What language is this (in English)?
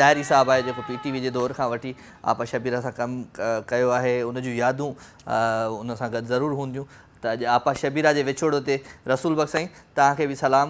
Sindhi